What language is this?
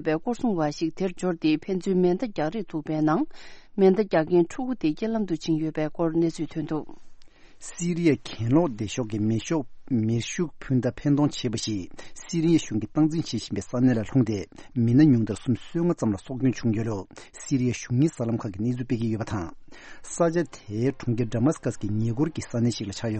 Tibetan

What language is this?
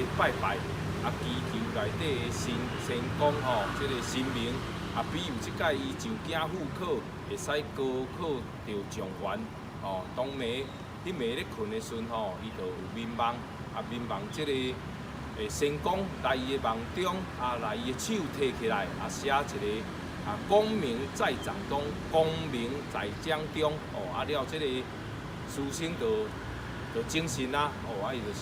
Min Nan Chinese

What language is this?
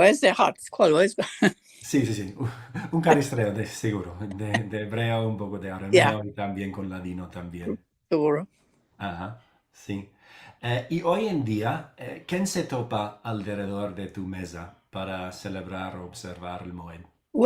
Ladino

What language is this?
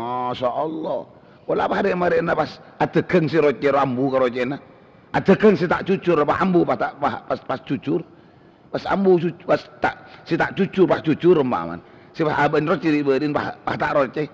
Madurese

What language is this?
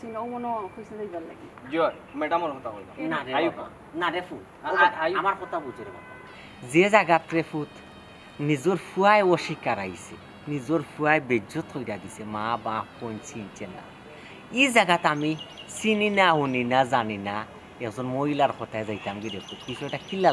Sylheti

